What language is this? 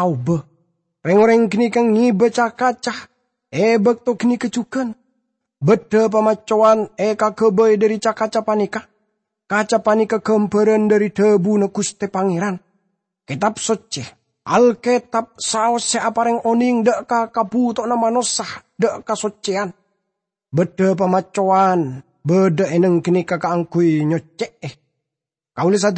Madurese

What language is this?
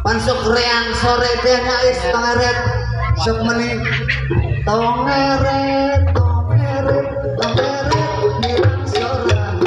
Sundanese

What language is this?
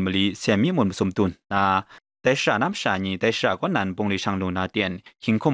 Kachin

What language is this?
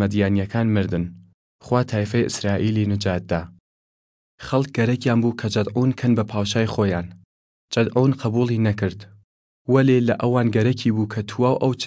Southern Kurdish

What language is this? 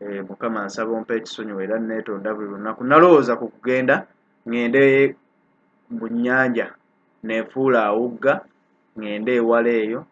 Ganda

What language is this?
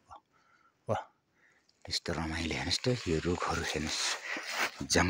Nepali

